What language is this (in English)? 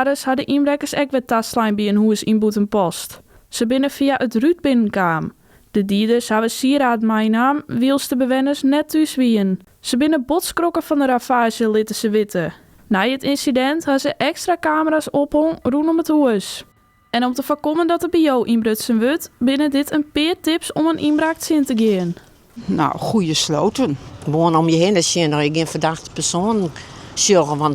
Western Frisian